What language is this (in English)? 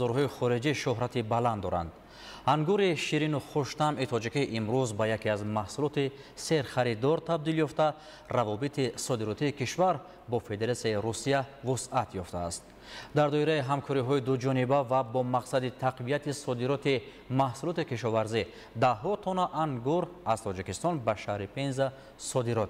Tajik